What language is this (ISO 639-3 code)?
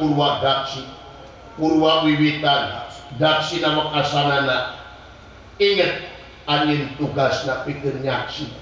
sun